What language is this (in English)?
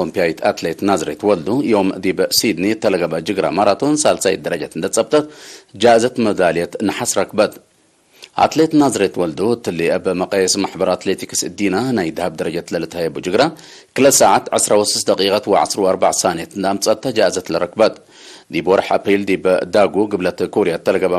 Tigre